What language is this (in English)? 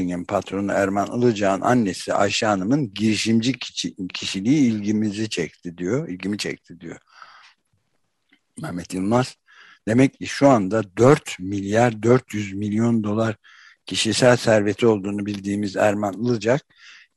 Turkish